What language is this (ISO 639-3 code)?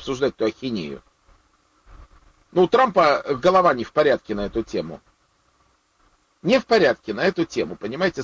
rus